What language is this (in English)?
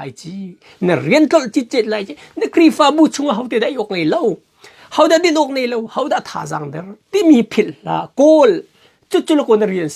Hakha Chin